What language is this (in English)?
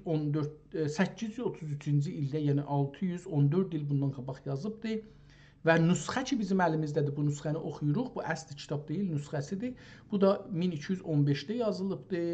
South Azerbaijani